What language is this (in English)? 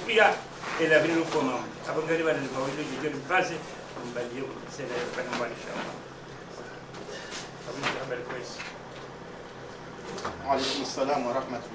Swahili